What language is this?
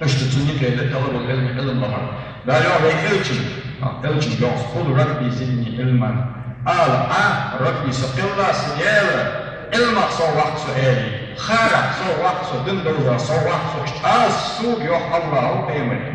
Ingush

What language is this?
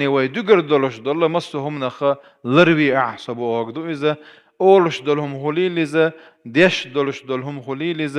Chechen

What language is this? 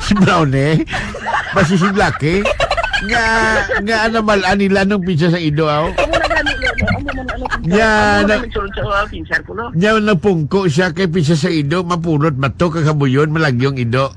Hiligaynon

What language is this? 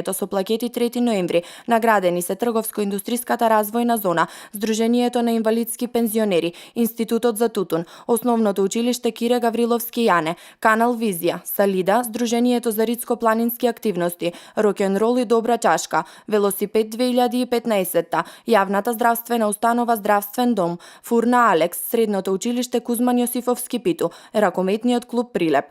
Macedonian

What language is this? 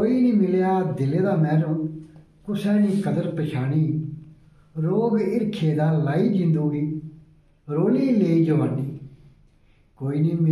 Dogri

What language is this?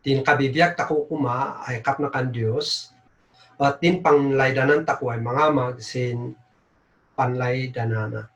Kankanaey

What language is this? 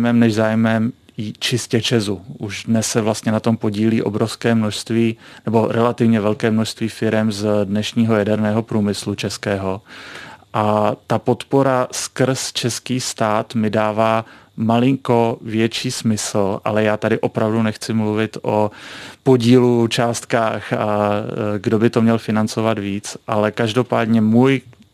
Czech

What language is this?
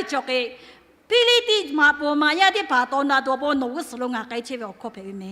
Lahu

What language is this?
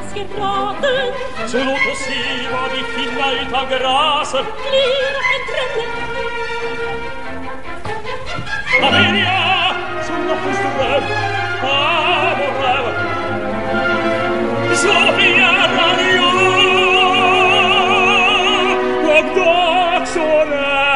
Swedish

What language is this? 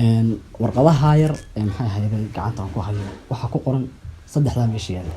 Somali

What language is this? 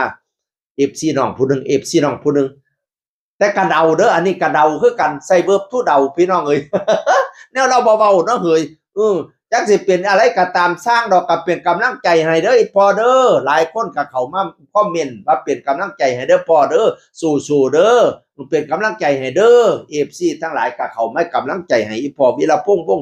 Northeastern Thai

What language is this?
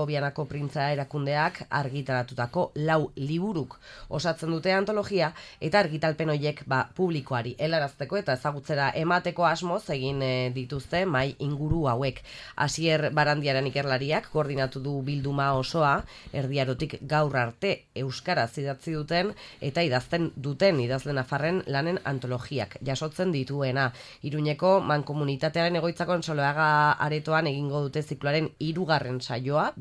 Basque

